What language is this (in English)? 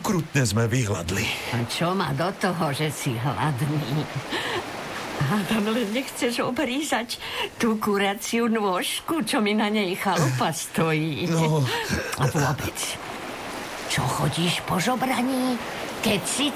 Slovak